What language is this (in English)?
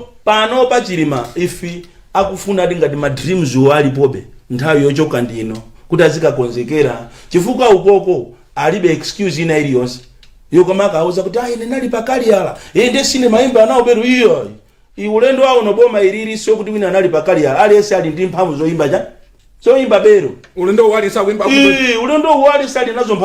Nyanja